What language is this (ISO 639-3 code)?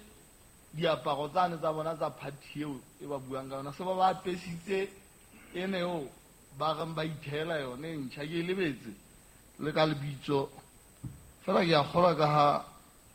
sot